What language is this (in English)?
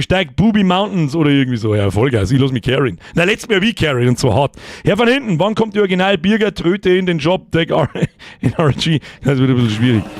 Bavarian